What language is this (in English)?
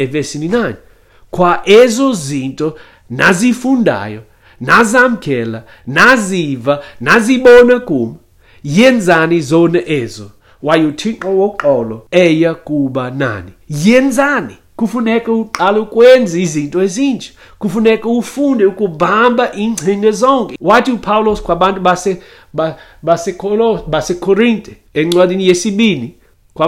Xhosa